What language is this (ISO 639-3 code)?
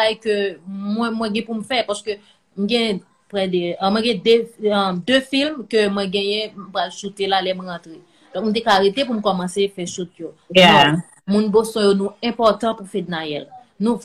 hat